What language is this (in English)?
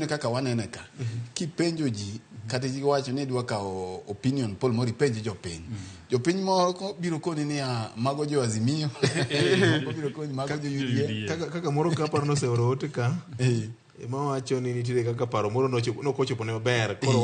Luo (Kenya and Tanzania)